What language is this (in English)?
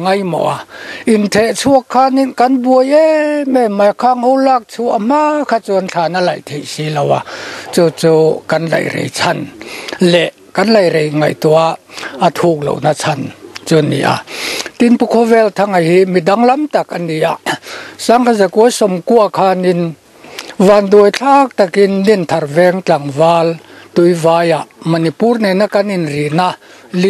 Mizo